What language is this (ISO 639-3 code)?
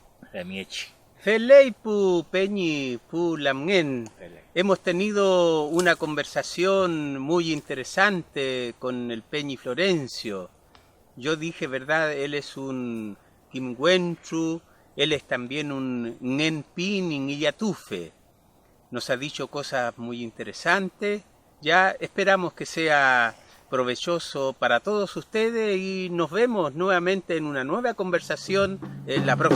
arn